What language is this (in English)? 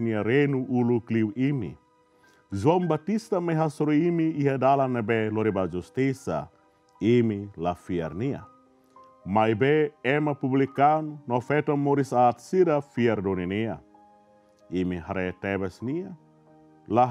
Tetum